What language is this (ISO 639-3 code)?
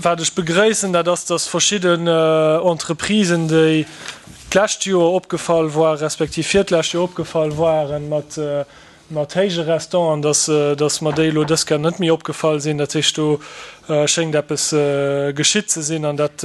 ltz